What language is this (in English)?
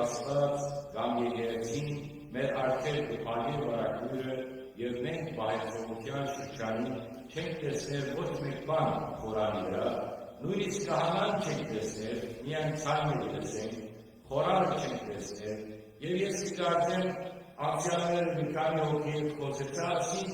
Western Armenian